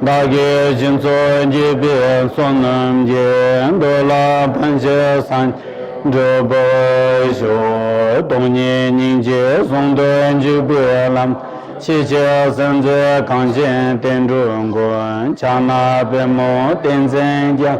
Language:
Tibetan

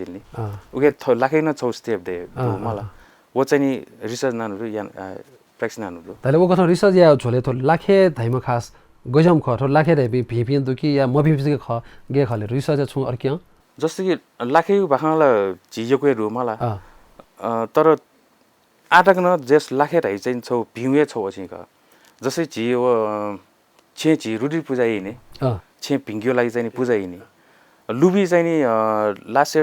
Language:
Newari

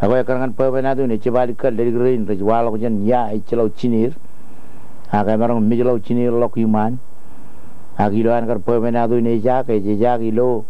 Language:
Marshallese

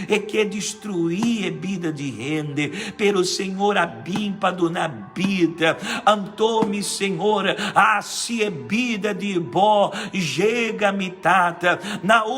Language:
Papiamento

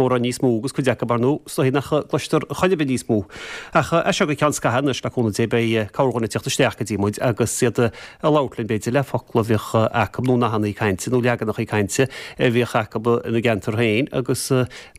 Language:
Irish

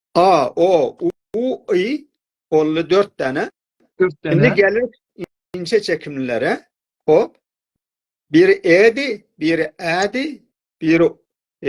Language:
South Azerbaijani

